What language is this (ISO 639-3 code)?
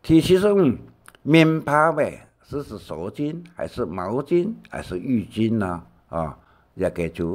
hak